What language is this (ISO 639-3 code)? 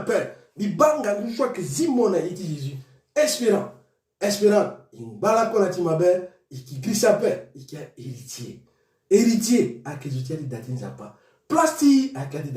sag